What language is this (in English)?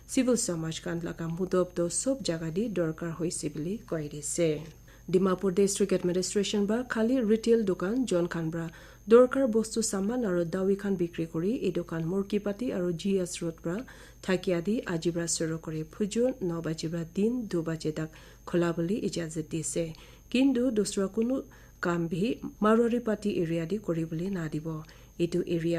Naga Pidgin